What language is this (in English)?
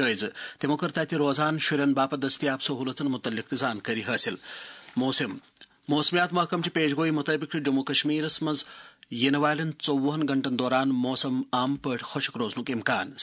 Kashmiri